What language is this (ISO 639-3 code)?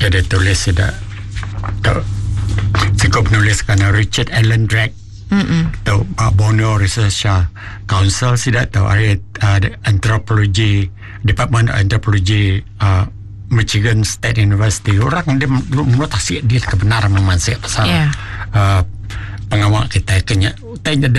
msa